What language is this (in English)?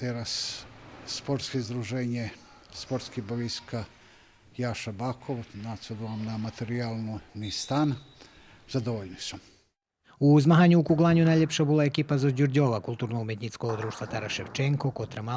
Rusyn